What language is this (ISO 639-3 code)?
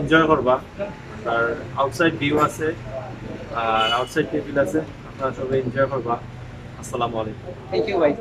syl